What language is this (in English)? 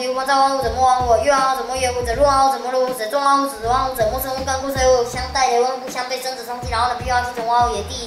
Literary Chinese